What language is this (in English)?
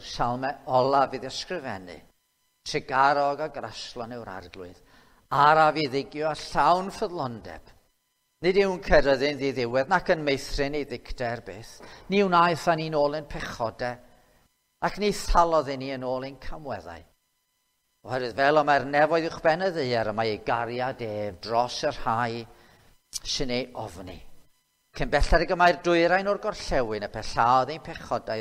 Welsh